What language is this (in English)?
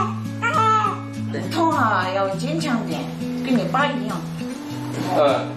Chinese